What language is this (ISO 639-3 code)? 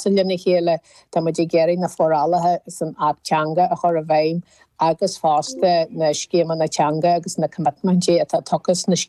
gle